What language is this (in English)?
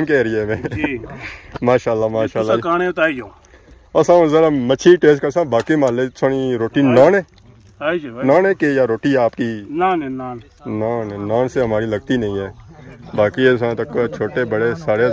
Pahari-Potwari